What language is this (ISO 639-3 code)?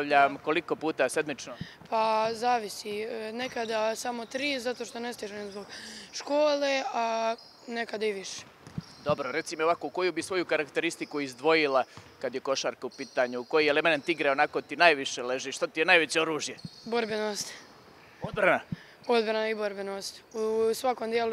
bos